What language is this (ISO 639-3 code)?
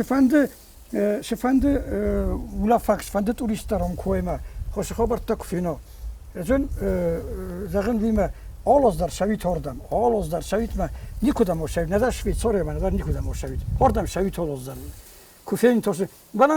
oss